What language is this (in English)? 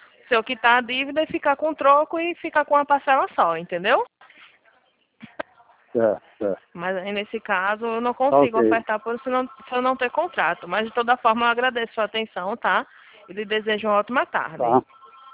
Portuguese